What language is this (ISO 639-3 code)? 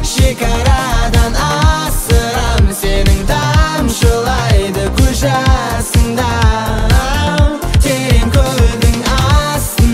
kaz